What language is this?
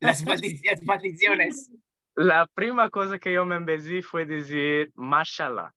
Ladino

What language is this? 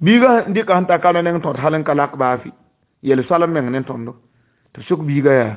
Mossi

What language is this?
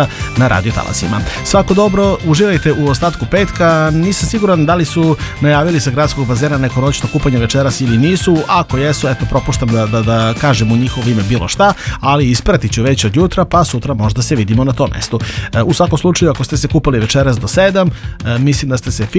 Serbian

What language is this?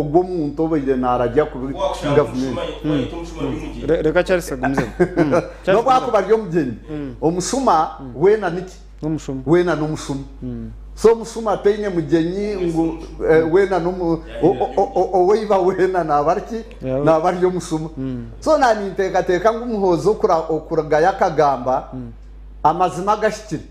Nyankole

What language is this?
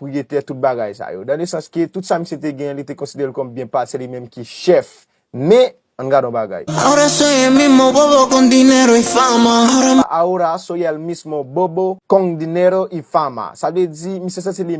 Haitian Creole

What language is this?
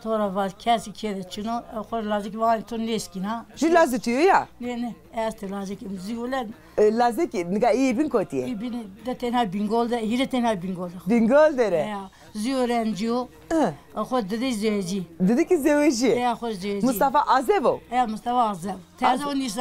Zaza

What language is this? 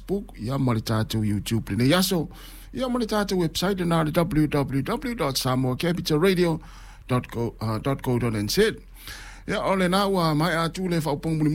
Samoan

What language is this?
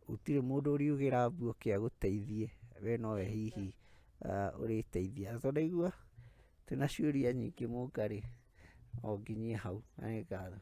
Kikuyu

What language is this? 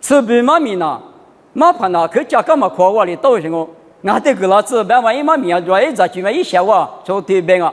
Lisu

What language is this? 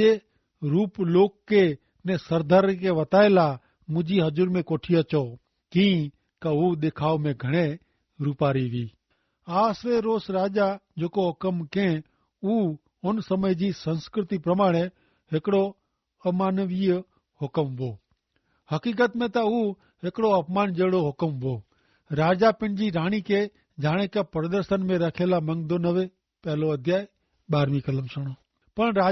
Kachhi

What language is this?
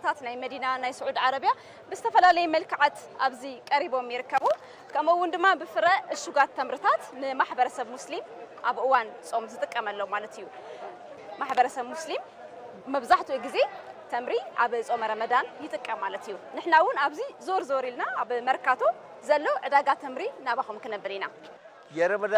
Tigrinya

